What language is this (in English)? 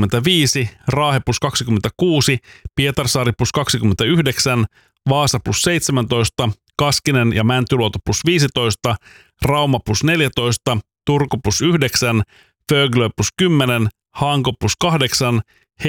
Finnish